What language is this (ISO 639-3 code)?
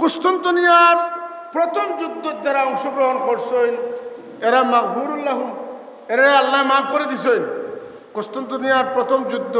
syl